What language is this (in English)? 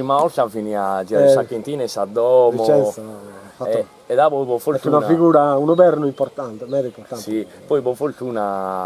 Sardinian